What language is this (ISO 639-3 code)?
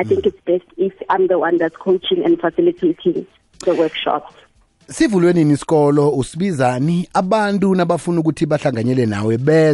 nbl